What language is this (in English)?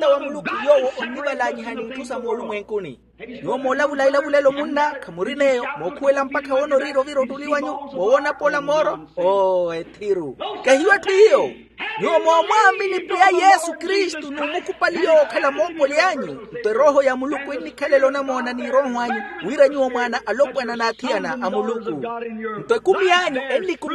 Makhuwa